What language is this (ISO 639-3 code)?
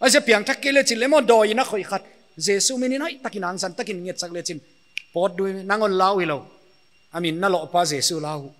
pck